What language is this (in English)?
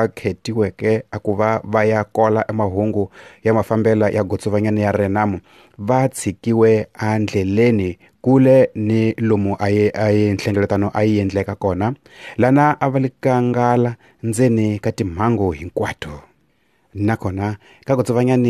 Tsonga